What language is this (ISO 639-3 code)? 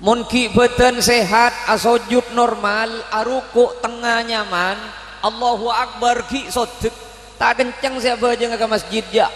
mad